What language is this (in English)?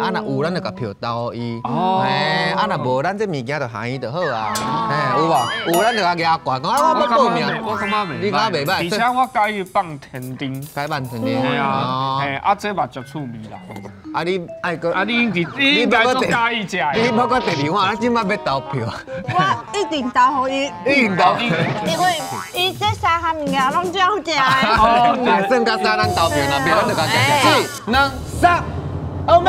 Min Nan Chinese